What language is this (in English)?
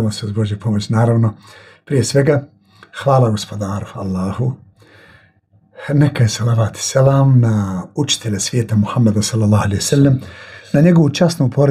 Bosnian